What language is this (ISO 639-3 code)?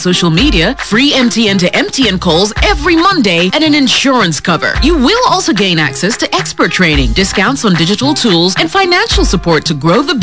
eng